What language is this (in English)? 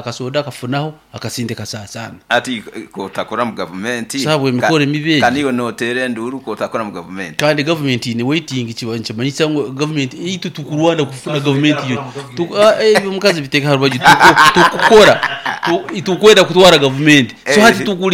Nyoro